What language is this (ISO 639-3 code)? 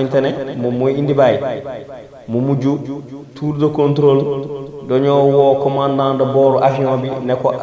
wol